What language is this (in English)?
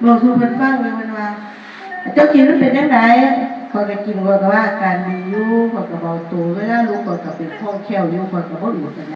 Northeastern Thai